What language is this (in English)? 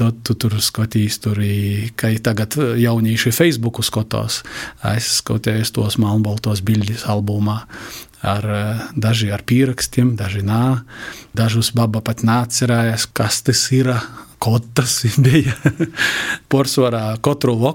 Latvian